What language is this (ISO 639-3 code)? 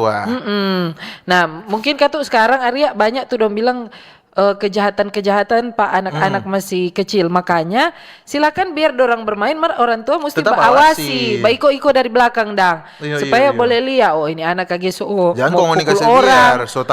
xmm